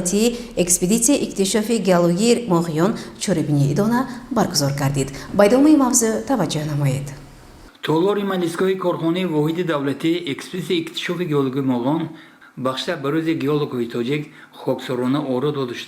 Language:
Tajik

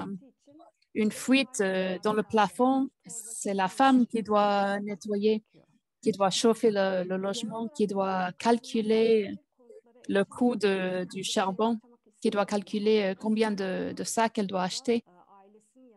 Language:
French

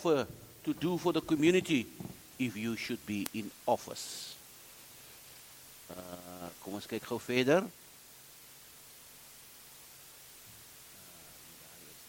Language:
Afrikaans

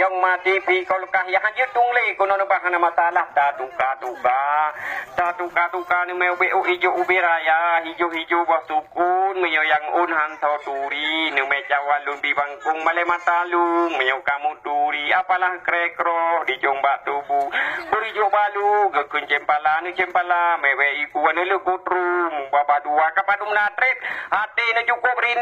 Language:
Achinese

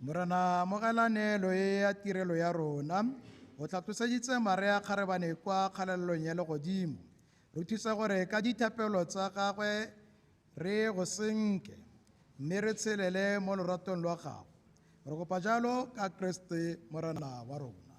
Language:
Tswana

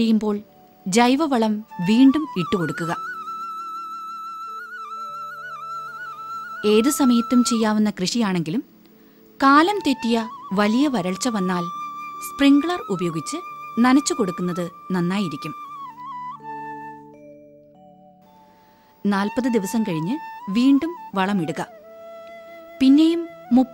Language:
Malayalam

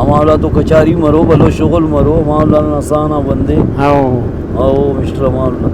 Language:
Brahui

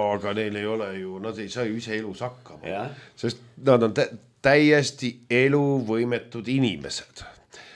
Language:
Estonian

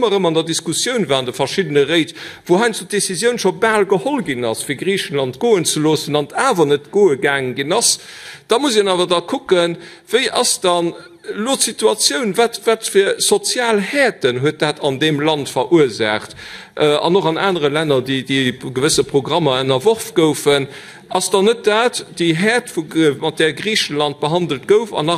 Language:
Luxembourgish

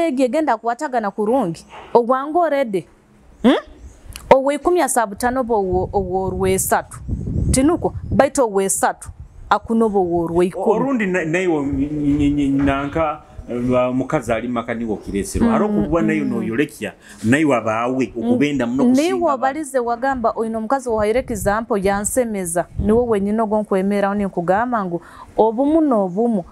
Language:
Nyoro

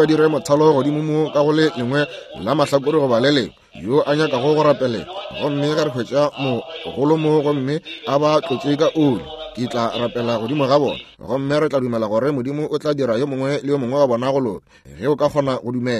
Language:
Northern Sotho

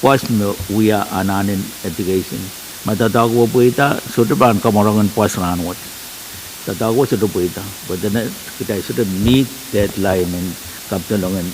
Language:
Pohnpeian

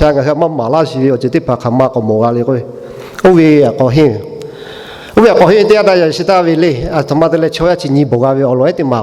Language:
Lahu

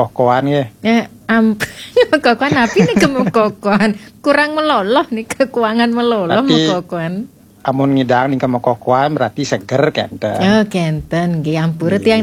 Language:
Balinese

